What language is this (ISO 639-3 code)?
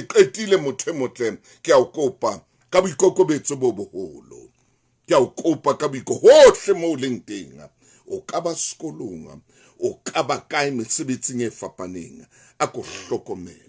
sot